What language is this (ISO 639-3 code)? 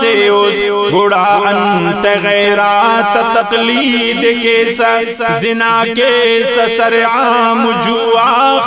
brh